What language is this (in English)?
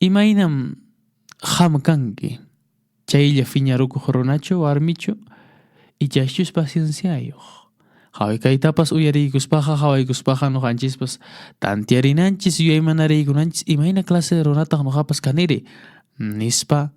Quechua